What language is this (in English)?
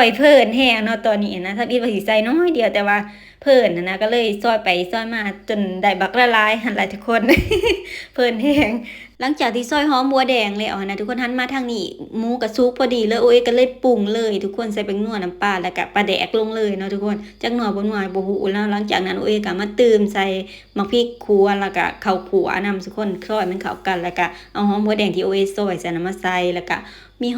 Lao